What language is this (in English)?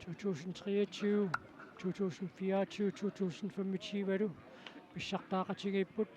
Kalaallisut